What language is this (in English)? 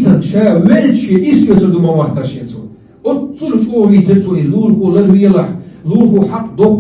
Chechen